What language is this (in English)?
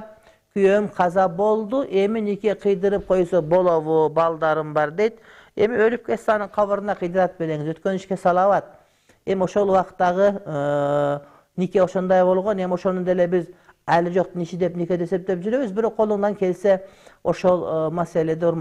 Kyrgyz